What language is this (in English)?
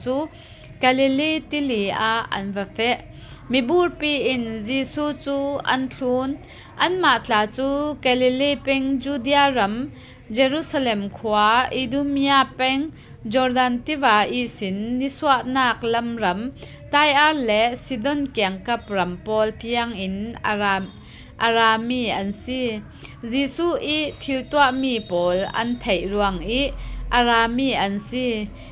Falam Chin